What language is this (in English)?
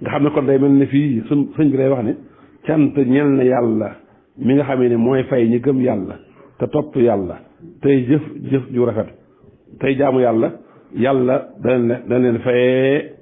Wolof